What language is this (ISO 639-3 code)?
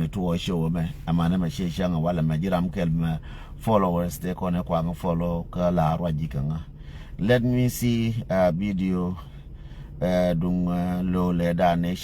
nus